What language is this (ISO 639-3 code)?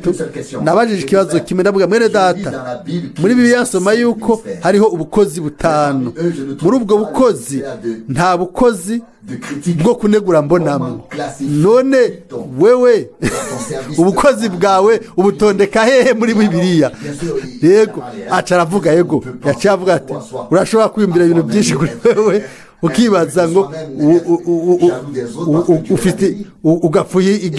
run